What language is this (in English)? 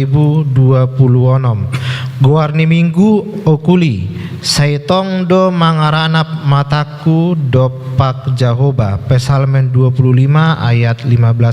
Batak Toba